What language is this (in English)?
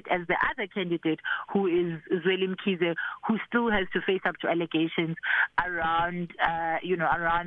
English